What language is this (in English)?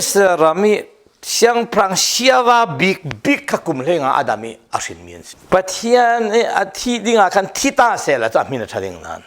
Falam Chin